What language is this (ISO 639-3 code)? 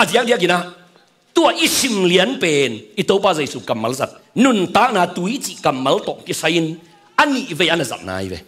ctd